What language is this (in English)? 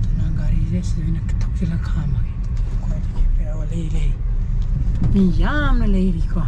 Manipuri